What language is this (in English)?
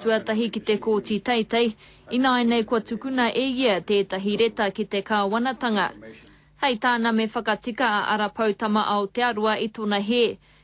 Māori